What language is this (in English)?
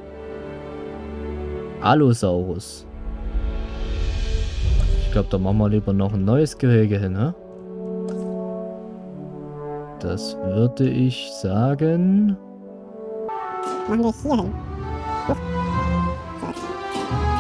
German